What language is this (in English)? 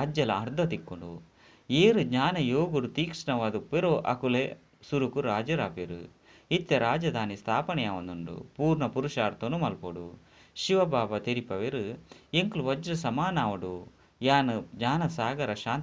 Tulu